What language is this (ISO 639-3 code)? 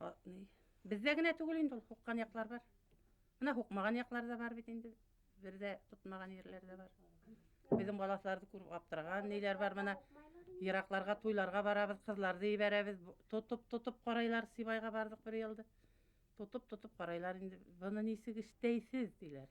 bak